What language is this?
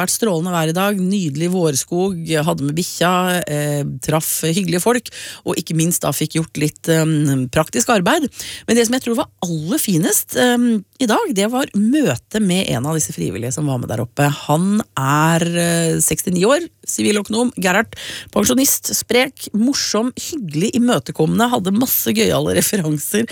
Norwegian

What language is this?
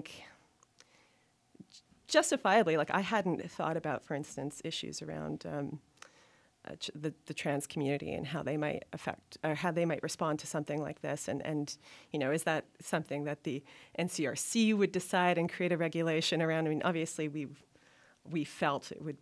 English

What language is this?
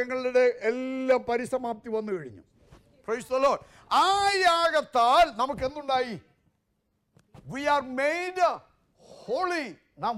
Malayalam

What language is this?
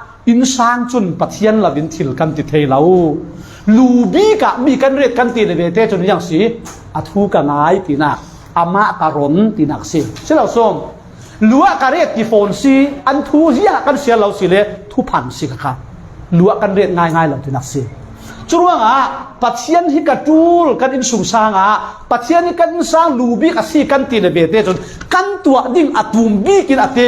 Falam Chin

